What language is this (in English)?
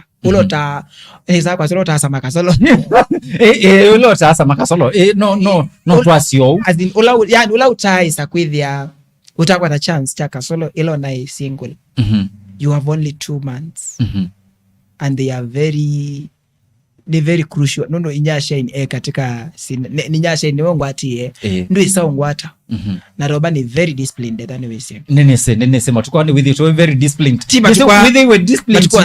Kamba